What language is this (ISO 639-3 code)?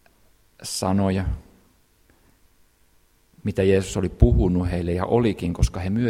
fin